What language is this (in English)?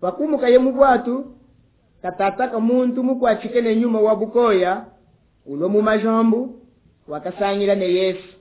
Luba-Lulua